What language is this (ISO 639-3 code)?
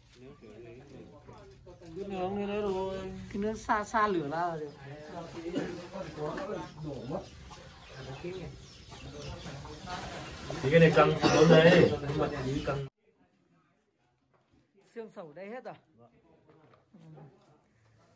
vie